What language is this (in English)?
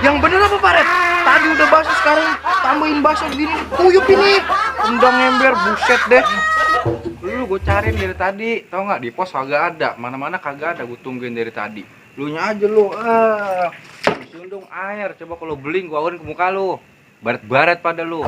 Betawi